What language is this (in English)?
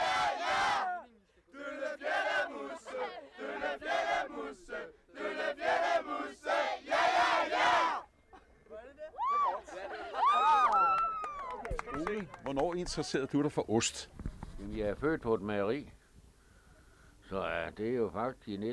Danish